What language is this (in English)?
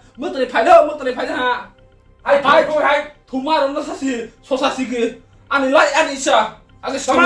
Kok Borok